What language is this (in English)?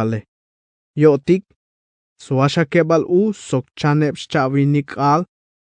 Tzeltal